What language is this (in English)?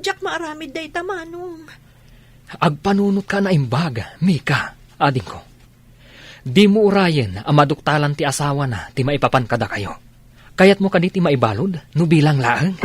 Iloko